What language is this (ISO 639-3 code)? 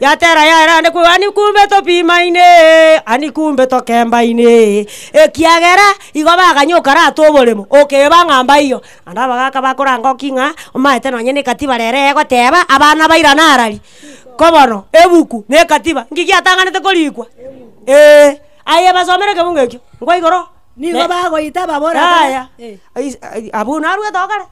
guz